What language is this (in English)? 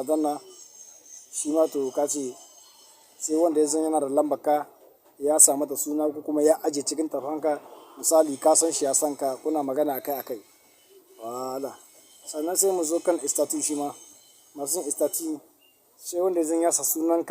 Hausa